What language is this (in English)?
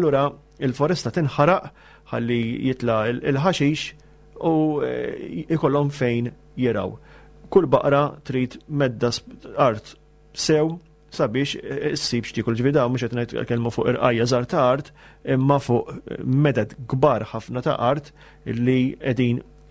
Maltese